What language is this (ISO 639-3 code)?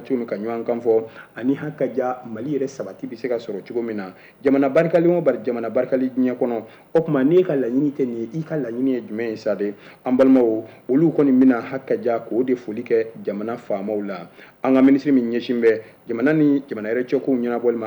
bam